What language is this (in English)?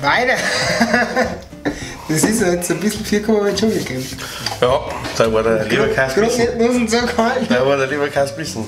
Bavarian